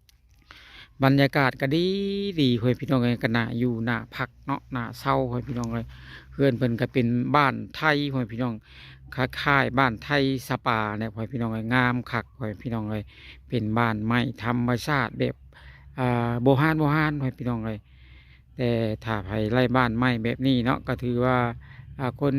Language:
Lao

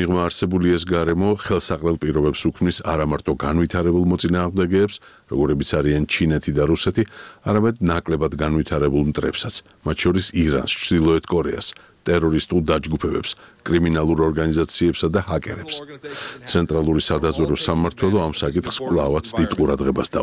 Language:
Georgian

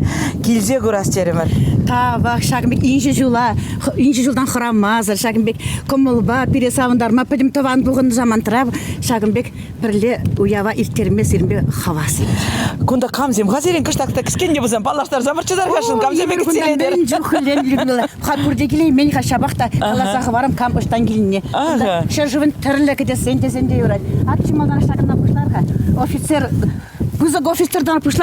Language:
Chuvash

